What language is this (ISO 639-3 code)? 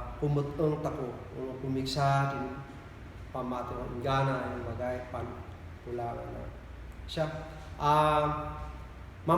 kne